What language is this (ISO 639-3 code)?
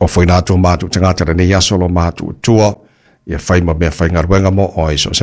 smo